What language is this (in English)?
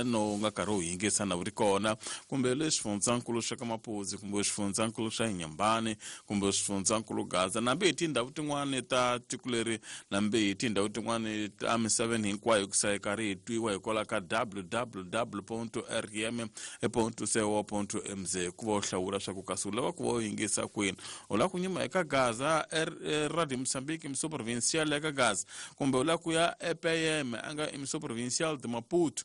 Tsonga